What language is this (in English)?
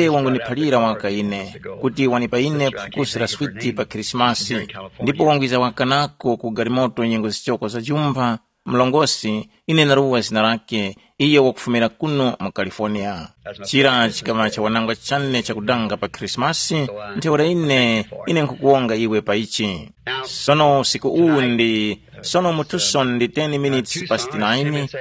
Tumbuka